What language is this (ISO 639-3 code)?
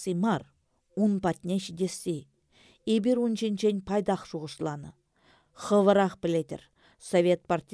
chv